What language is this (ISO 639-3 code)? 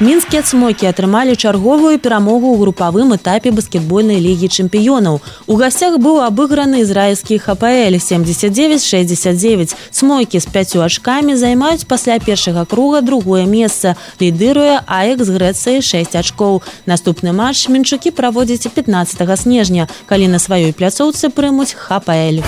bel